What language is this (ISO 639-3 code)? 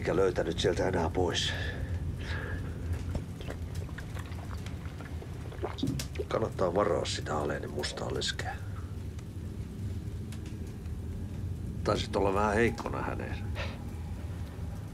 fin